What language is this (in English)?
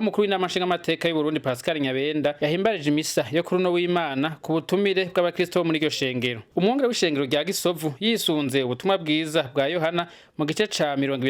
Rundi